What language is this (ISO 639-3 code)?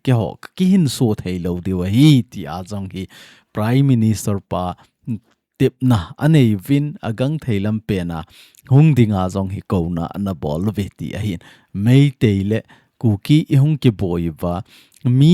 tcz